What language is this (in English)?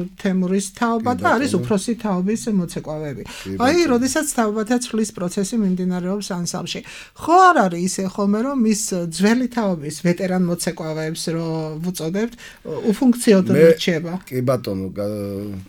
Georgian